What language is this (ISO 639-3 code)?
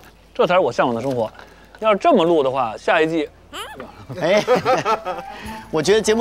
zho